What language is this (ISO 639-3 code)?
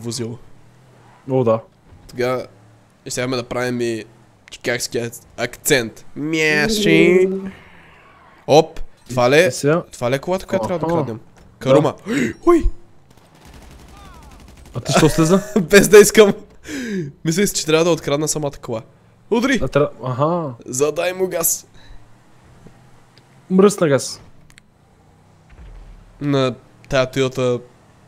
bul